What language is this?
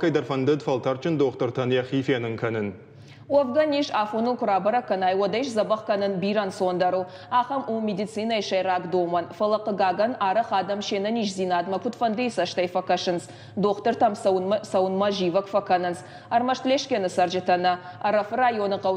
Ossetic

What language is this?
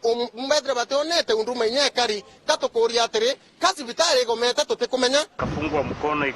Meru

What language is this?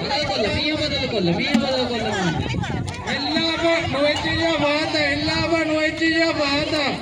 Divehi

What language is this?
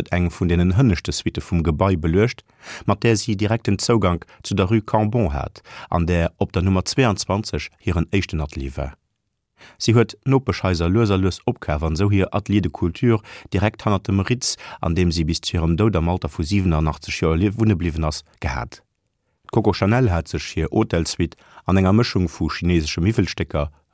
Luxembourgish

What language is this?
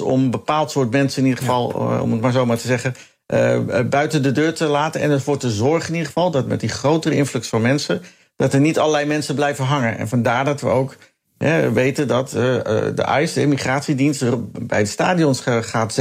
Dutch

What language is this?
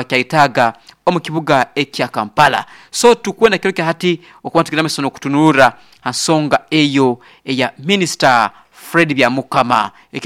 Nyoro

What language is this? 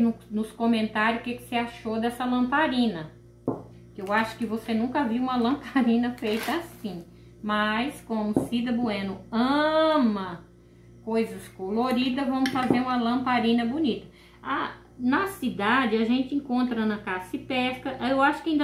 Portuguese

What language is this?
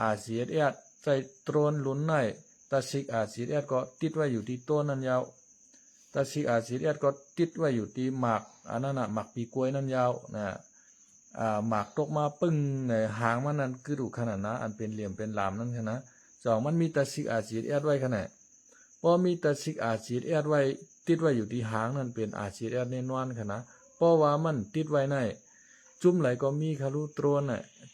Shan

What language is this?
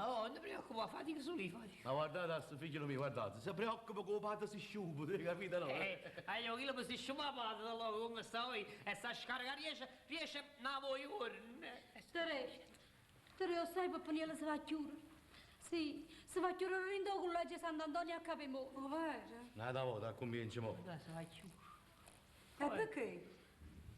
Neapolitan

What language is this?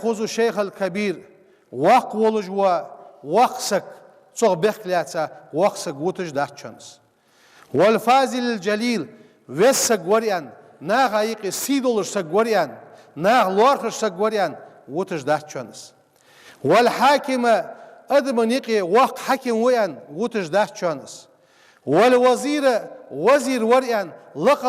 Ingush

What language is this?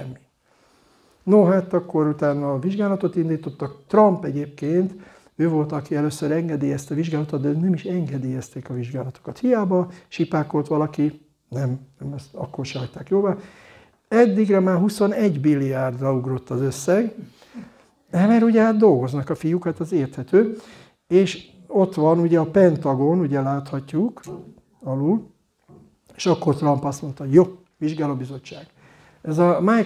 Hungarian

